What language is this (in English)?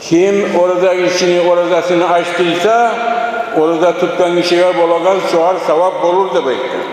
Kumyk